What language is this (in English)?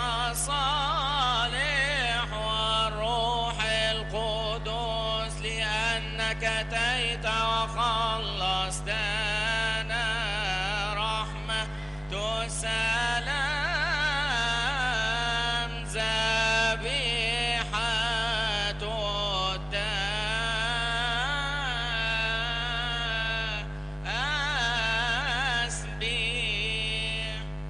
Arabic